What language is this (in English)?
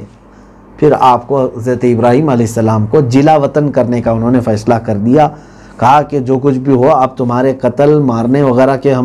Urdu